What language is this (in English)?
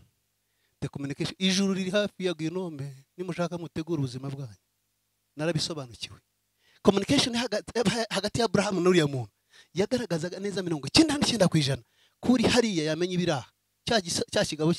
Kinyarwanda